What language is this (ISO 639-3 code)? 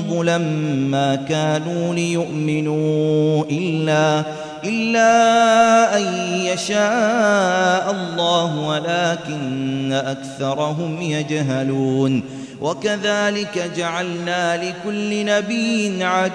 ara